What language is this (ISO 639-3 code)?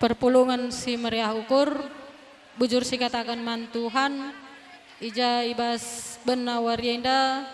btx